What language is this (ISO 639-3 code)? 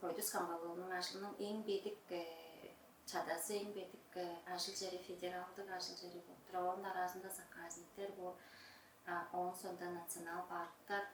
tyv